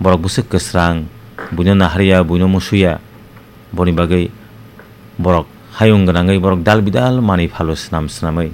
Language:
Kok Borok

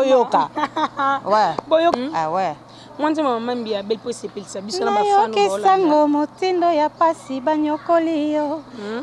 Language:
Lingala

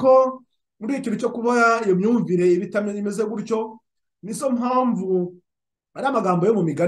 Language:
Kinyarwanda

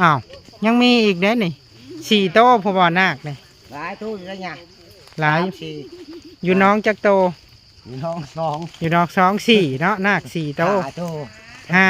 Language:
Northeastern Thai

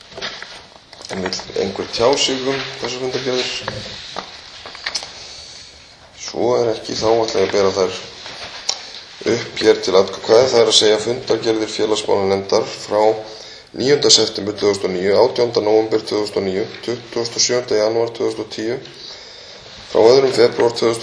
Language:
Icelandic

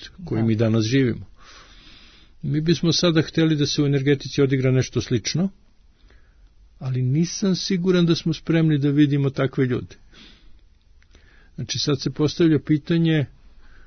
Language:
Serbian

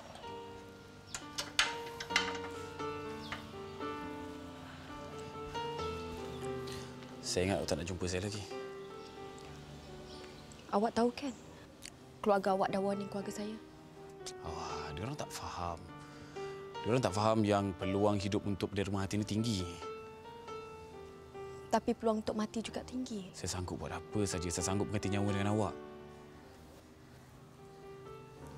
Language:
Malay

